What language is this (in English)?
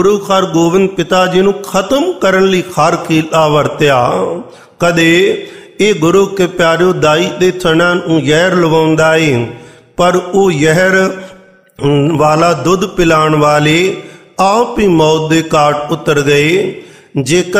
Punjabi